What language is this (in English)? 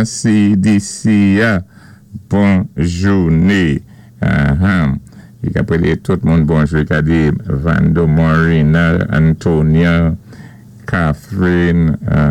Saint Lucian Creole French